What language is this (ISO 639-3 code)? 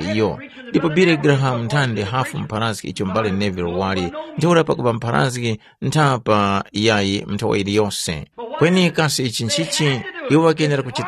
tum